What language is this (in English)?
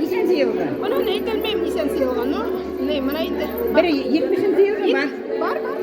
Bashkir